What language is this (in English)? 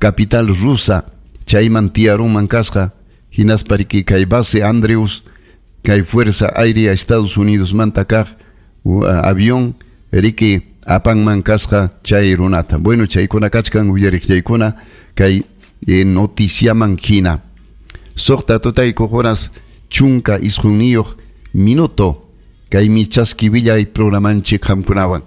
Ayacucho Quechua